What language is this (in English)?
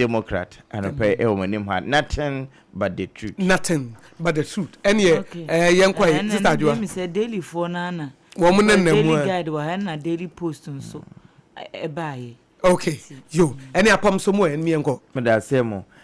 Akan